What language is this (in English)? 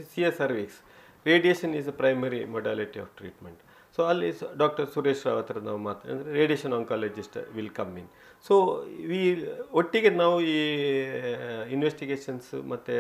Kannada